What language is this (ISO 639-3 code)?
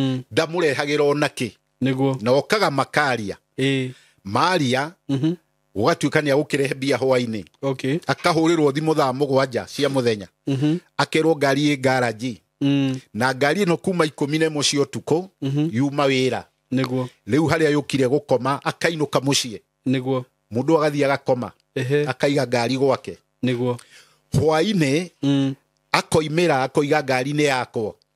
kik